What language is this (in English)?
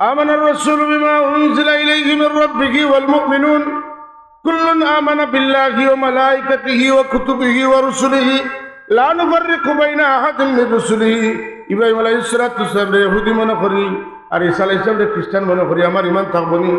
Sylheti